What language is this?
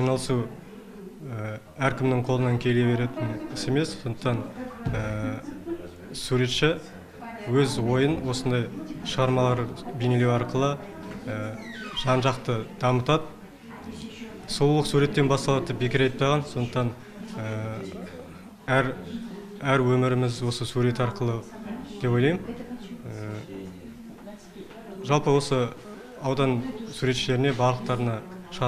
Kazakh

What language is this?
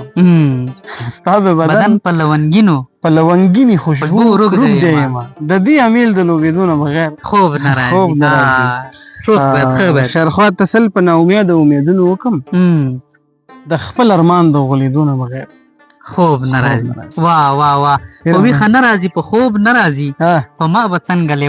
Pashto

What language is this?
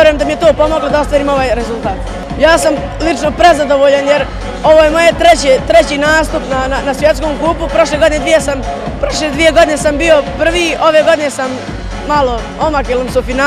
Bosnian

